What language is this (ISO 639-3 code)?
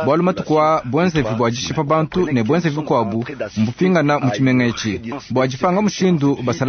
lua